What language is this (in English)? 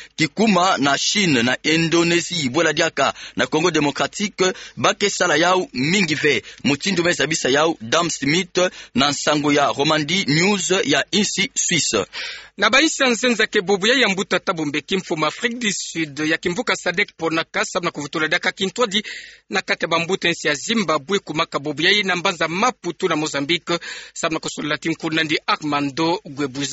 Kituba (Democratic Republic of Congo)